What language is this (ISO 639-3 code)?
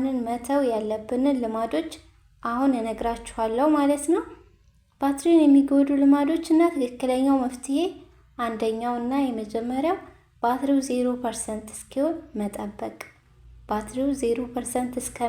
amh